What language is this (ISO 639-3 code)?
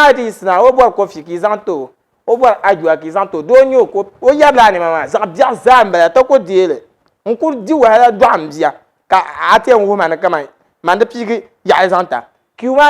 dag